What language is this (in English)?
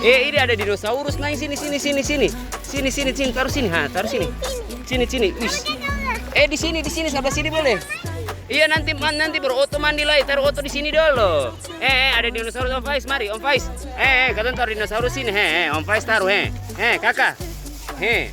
Ambonese Malay